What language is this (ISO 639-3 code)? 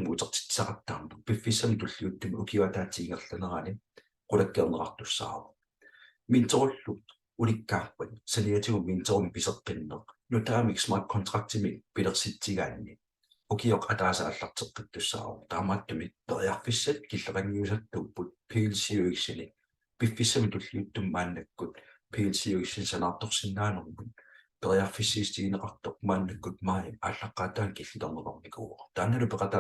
kal